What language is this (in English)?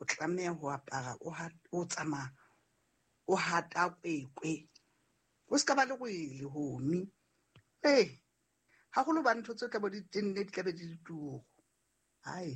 Southern Sotho